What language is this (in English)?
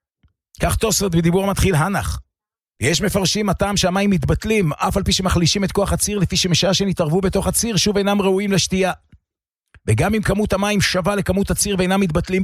Hebrew